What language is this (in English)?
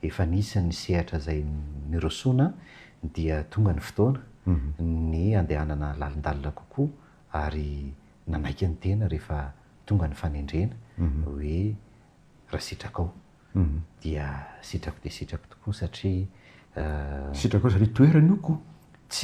Malagasy